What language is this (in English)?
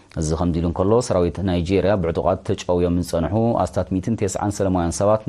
Tigrinya